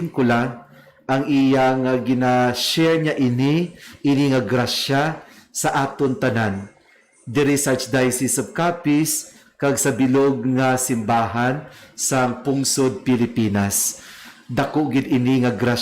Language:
Hiligaynon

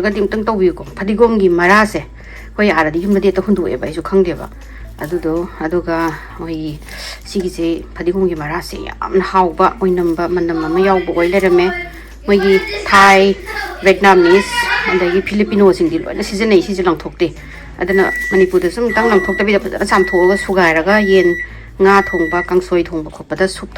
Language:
Manipuri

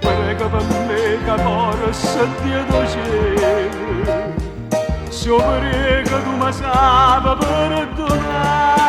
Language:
Neapolitan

